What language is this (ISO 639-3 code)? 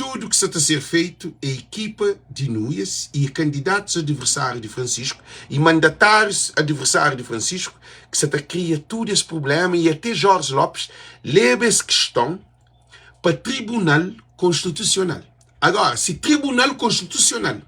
kea